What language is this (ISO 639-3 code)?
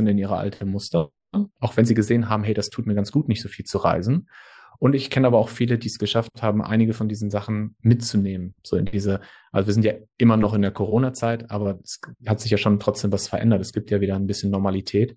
deu